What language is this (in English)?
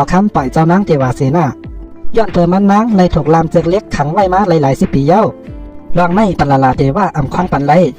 Shan